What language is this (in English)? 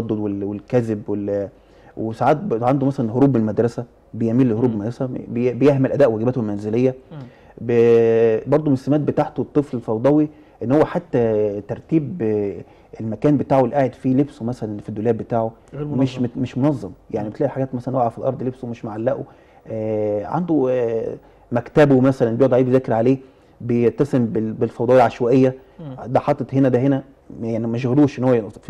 Egyptian Arabic